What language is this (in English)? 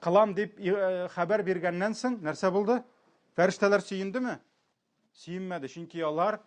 Tatar